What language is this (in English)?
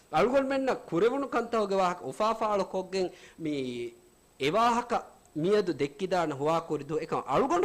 Divehi